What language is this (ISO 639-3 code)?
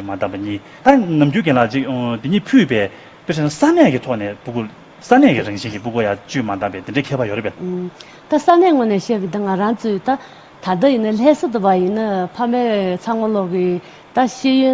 bod